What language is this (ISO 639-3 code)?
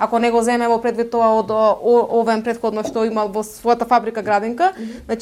mkd